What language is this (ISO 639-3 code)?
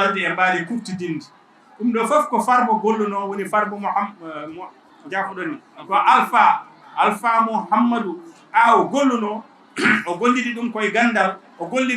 ful